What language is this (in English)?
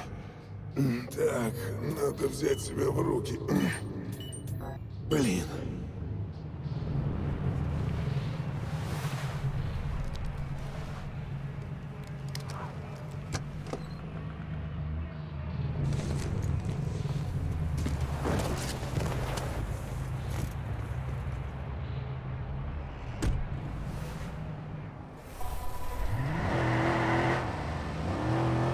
Russian